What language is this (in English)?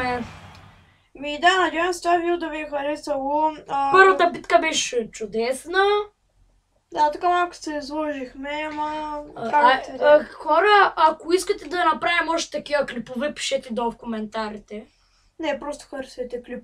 Bulgarian